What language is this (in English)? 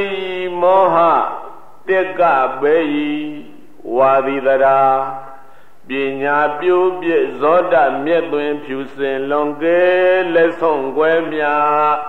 Burmese